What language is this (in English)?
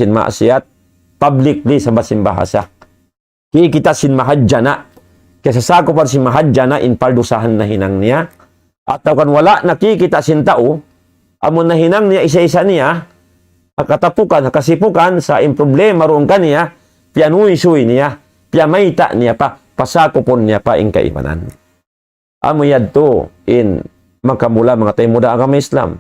Tausug